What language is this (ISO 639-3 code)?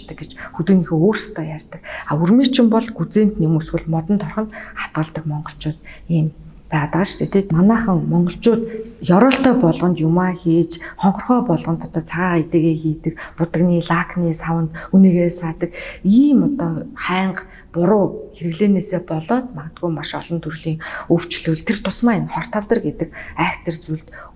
mon